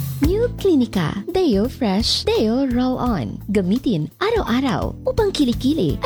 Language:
Filipino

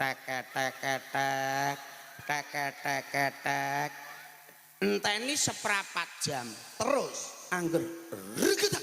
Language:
Javanese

